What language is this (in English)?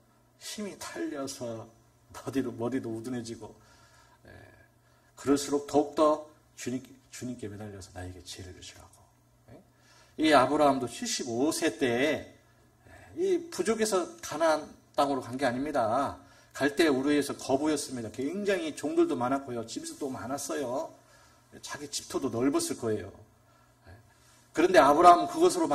Korean